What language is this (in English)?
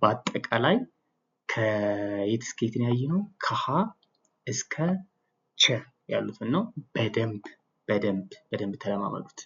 Amharic